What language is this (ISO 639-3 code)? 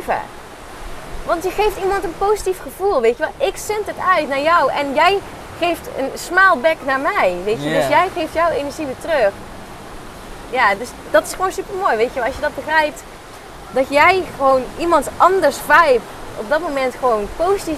nld